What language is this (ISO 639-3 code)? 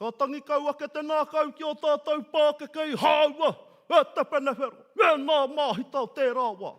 mri